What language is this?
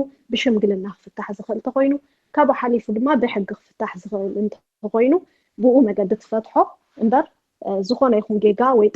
Tigrinya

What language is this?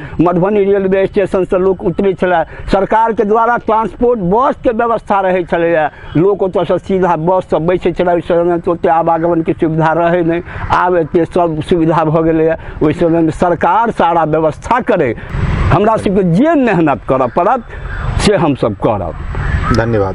Maithili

